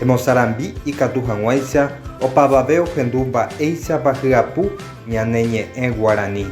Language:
Guarani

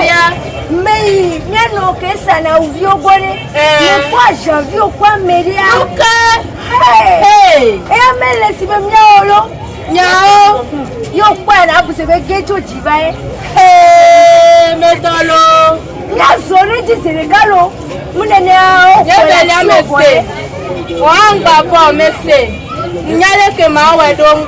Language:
Ewe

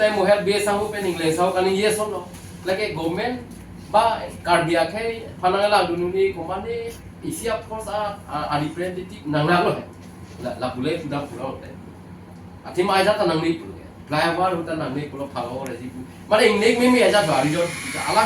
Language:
Karbi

